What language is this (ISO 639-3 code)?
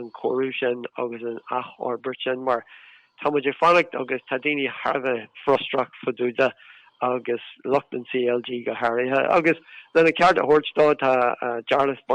gle